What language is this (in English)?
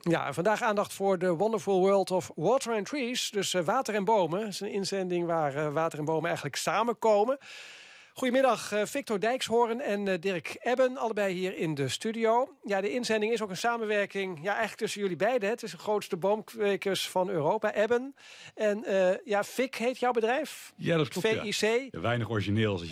Dutch